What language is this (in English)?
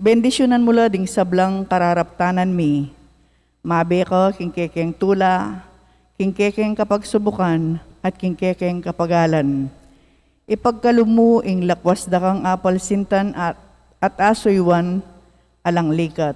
Pampanga